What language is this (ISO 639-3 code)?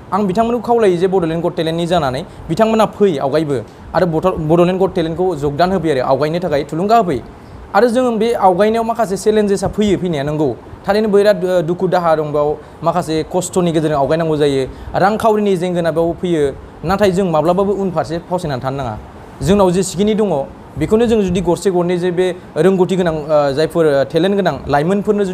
brx